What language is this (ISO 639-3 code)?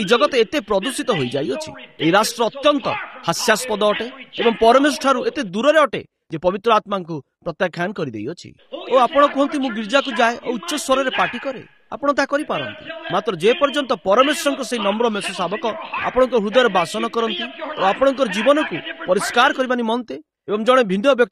ori